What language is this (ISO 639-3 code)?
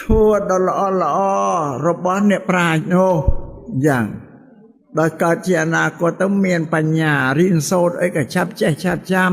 khm